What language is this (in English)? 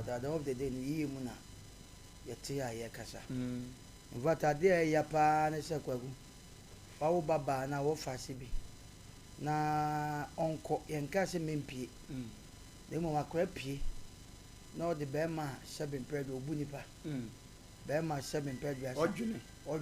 Akan